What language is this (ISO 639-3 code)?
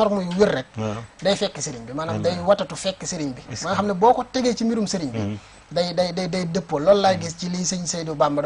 wol